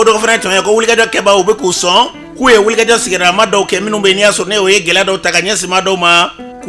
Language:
Bambara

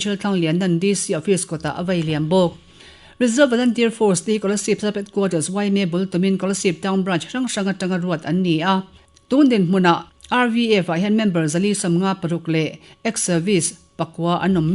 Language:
Mizo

